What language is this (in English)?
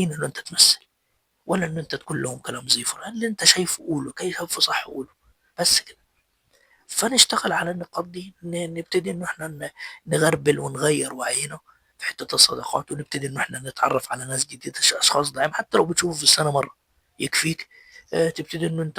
Egyptian Arabic